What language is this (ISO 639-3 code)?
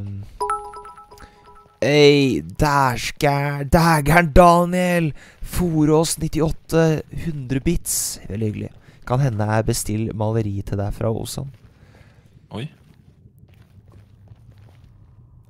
nor